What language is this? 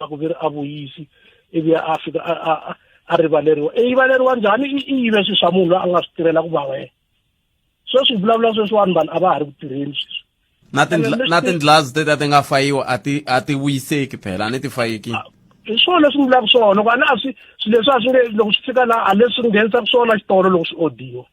Tsonga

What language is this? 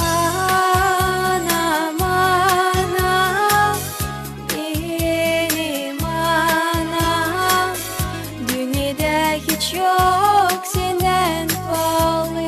Gagauz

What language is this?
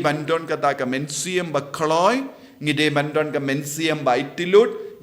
Khasi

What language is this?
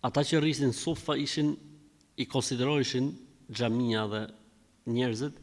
Albanian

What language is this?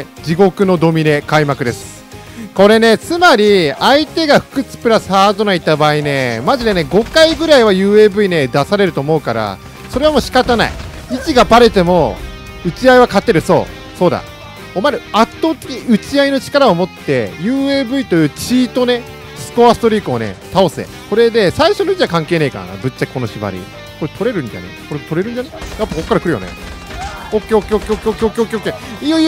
Japanese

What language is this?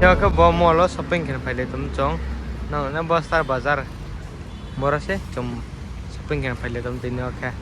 Riang (India)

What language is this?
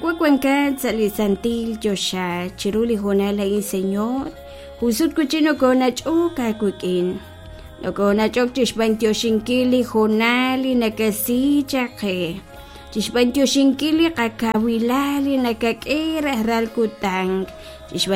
Kekchí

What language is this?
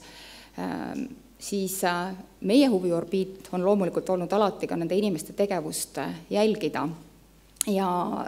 Estonian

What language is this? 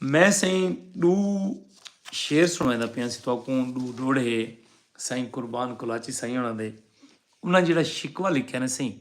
Saraiki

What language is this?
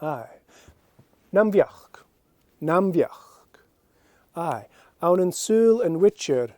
Scottish Gaelic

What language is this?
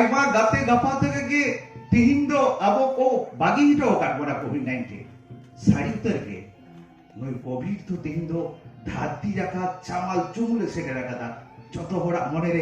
Santali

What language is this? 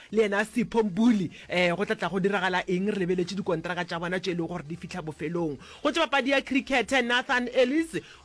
Northern Sotho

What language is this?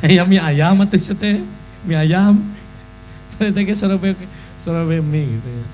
Sundanese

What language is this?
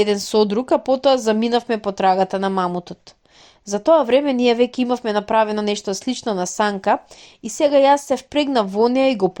Macedonian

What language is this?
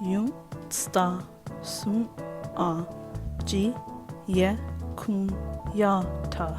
Mohawk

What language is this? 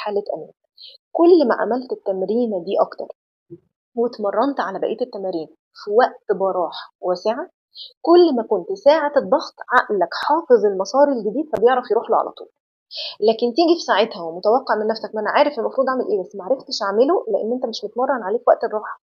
Egyptian Arabic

